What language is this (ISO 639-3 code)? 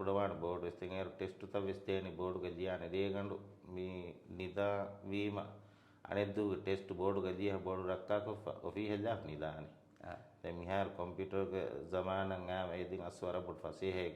div